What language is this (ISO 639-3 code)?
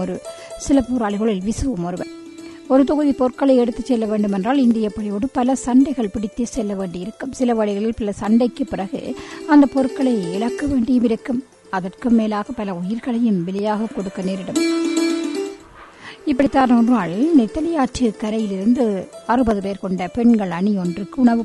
tam